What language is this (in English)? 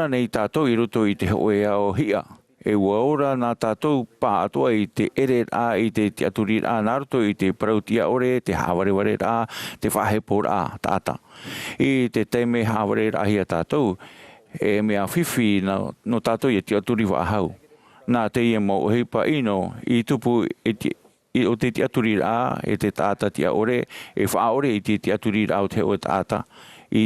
Tahitian